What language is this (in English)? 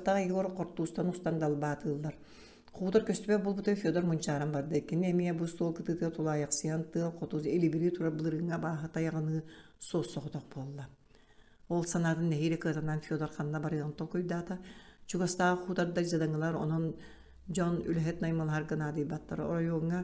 Yakut